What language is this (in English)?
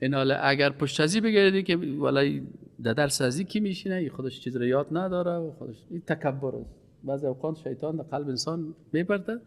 Persian